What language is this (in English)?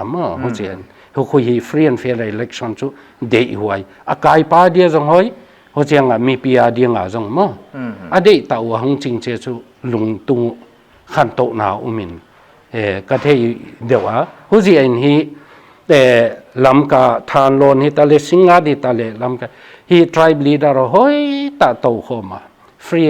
Paite Chin